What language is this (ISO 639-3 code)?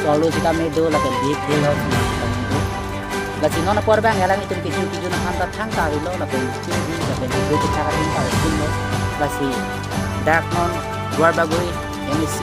mjw